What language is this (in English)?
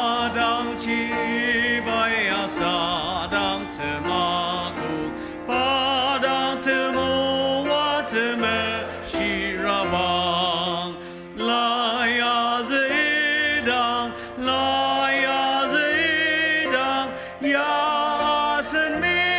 Ao Naga